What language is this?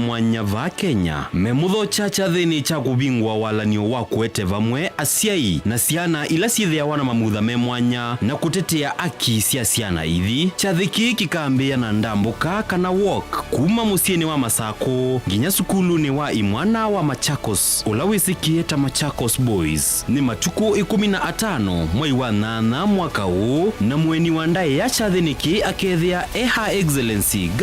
Kamba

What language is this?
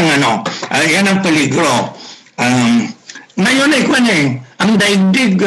Filipino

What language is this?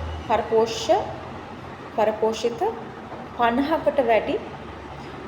Sinhala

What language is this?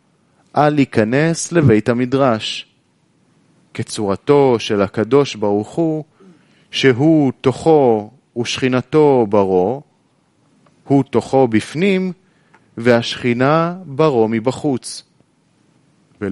Hebrew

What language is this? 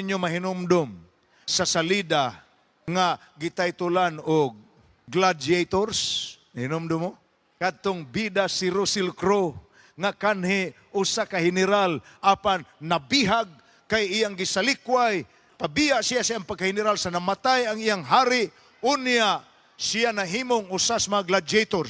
Cebuano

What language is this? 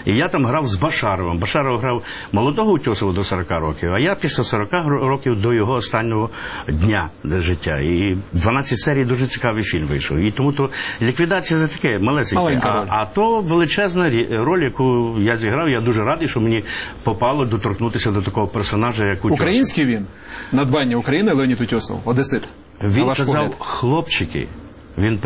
Ukrainian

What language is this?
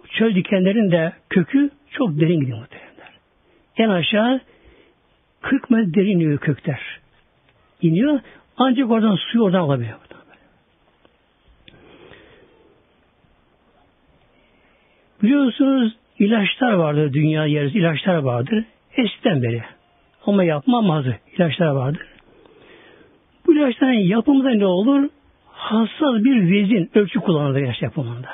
Turkish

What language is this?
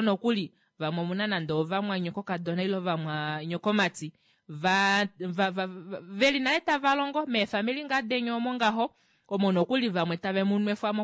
Kuanyama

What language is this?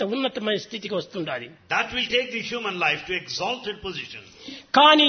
Telugu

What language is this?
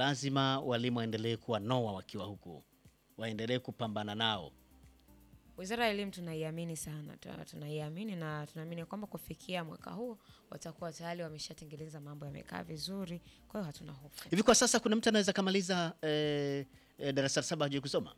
Swahili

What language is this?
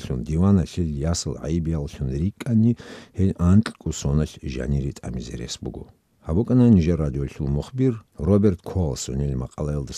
Avaric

